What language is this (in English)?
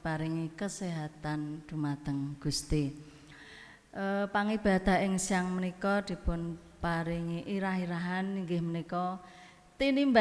Javanese